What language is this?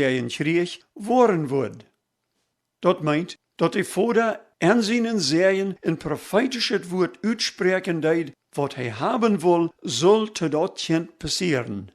Plautdietsch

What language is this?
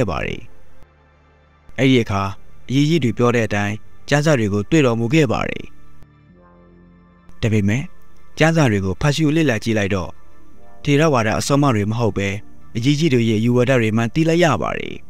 Burmese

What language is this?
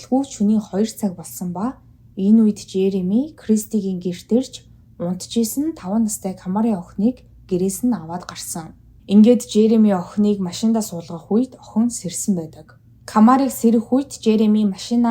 Mongolian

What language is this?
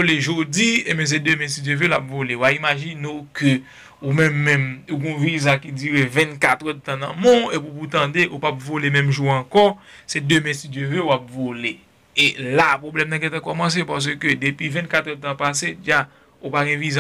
Haitian Creole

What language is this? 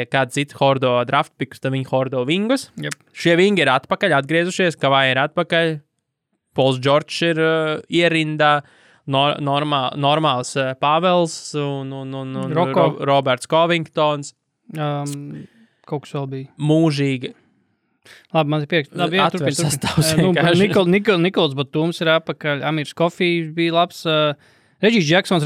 Latvian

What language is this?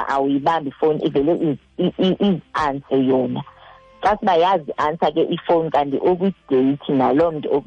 Xhosa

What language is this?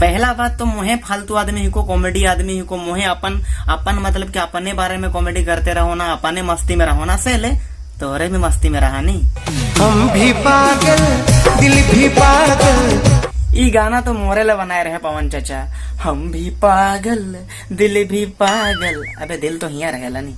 Sadri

